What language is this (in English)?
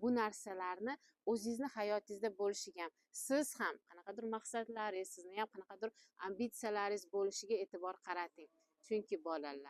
Uzbek